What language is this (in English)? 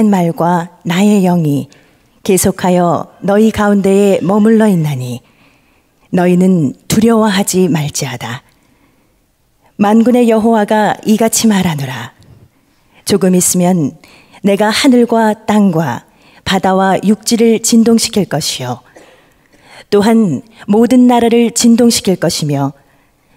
Korean